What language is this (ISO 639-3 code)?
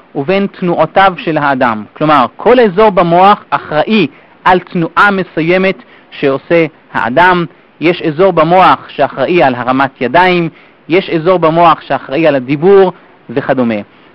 heb